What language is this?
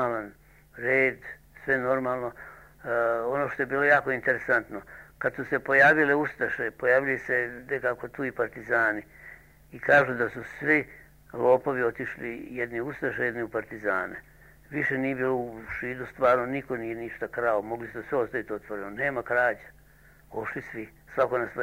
Serbian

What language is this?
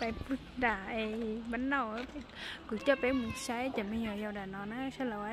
Hmong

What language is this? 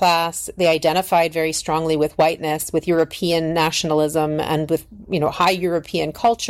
English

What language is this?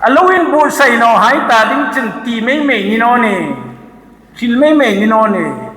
Hmar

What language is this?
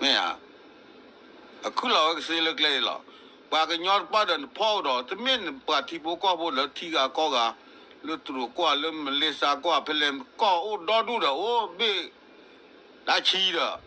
S'gaw Karen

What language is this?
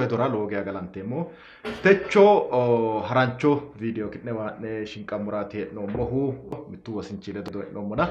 Sidamo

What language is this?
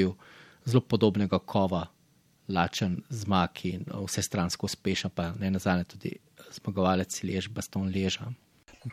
Slovenian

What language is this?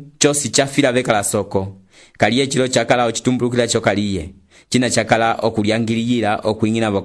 Umbundu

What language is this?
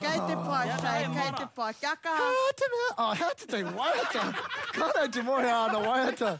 Māori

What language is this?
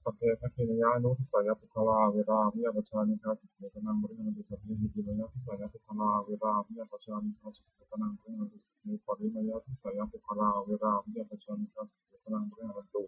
Pali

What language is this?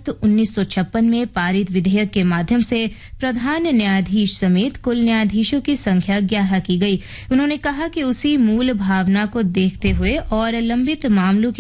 Hindi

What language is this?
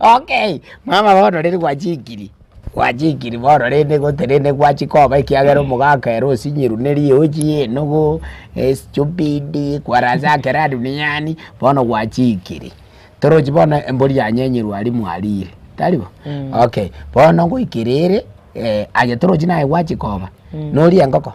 Gusii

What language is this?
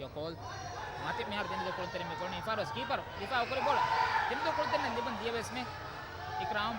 Divehi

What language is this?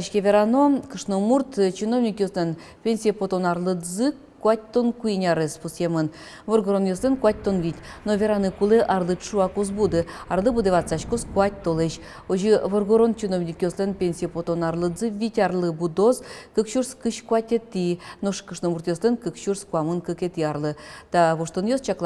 Udmurt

